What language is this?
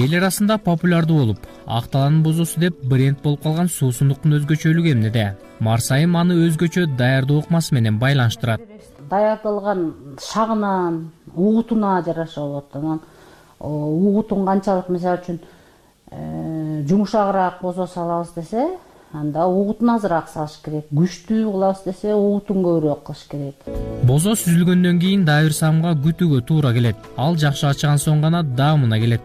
Kyrgyz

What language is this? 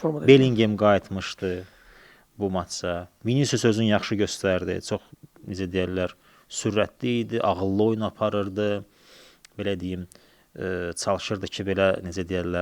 Azerbaijani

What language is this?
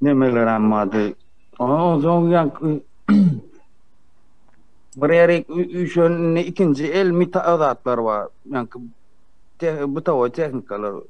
Turkmen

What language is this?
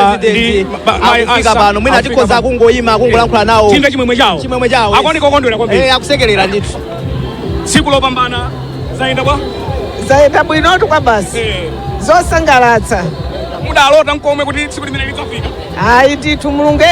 Nyanja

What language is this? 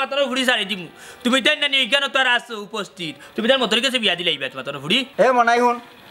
Sylheti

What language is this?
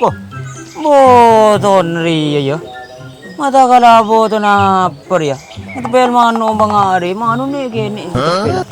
Madurese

